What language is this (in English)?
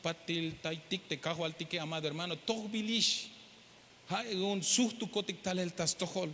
Tzeltal